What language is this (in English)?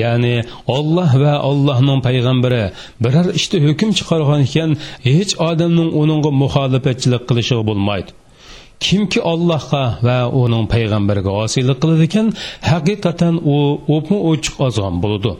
Uyghur